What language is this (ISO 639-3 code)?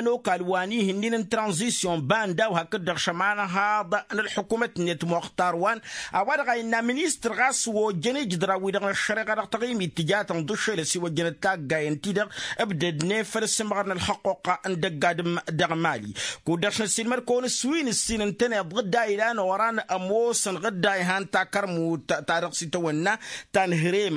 taq